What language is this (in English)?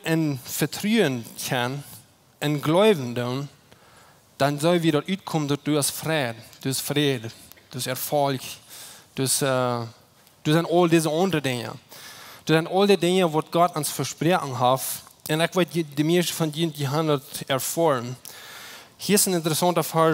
Plautdietsch